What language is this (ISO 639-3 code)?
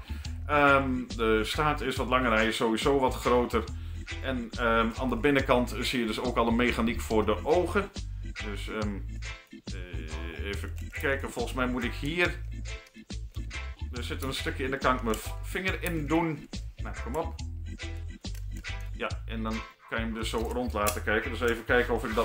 nld